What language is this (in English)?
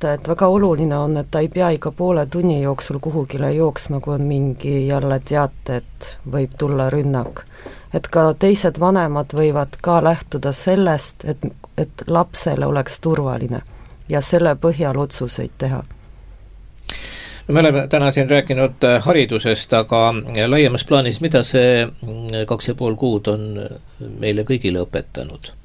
Estonian